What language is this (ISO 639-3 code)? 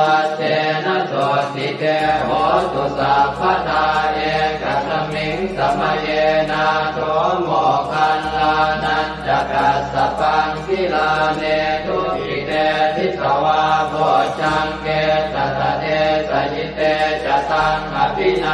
pli